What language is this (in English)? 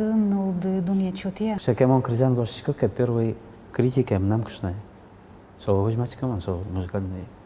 Udmurt